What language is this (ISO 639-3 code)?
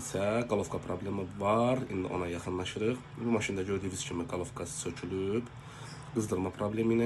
aze